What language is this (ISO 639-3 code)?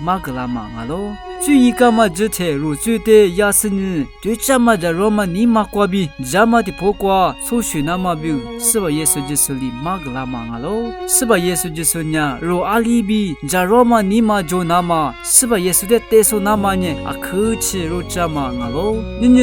lis